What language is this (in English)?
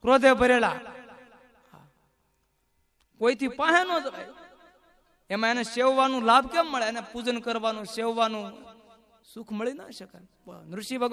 Gujarati